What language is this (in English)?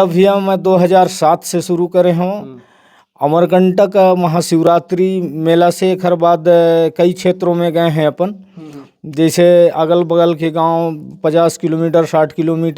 Chhattisgarhi